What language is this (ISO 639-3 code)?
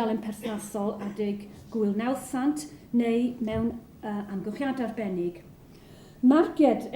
cym